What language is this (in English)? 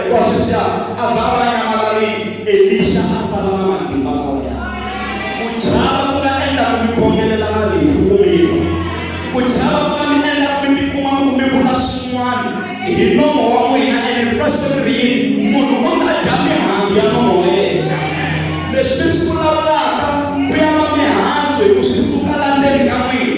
Tsonga